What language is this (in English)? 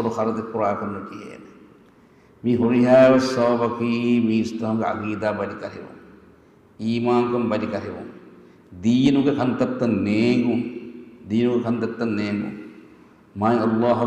Divehi